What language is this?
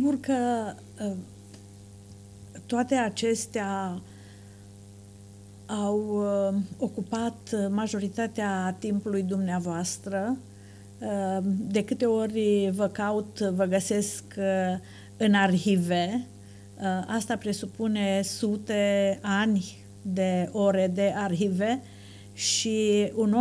Romanian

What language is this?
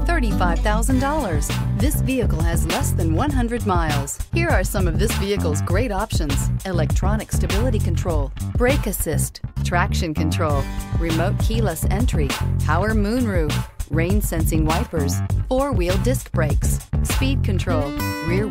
English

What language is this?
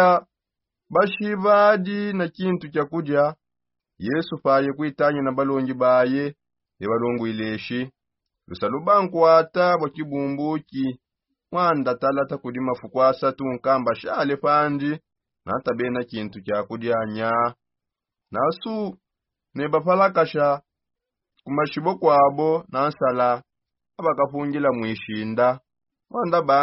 Songe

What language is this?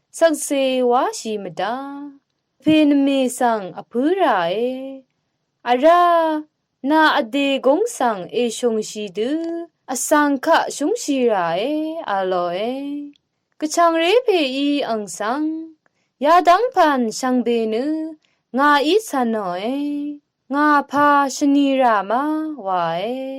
Rawang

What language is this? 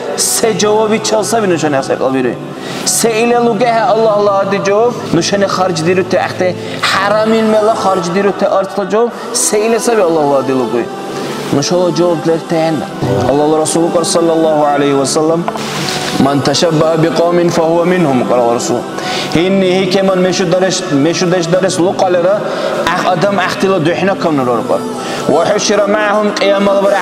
Dargwa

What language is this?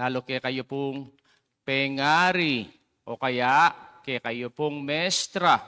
Pampanga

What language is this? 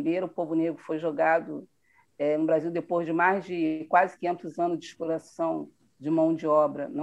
Portuguese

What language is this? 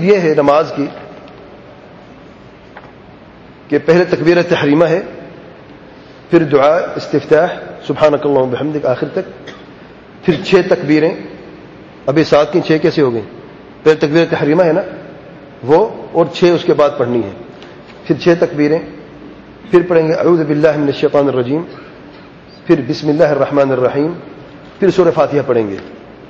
Urdu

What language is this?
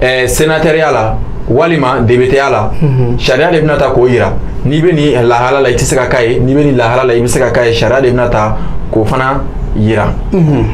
Bambara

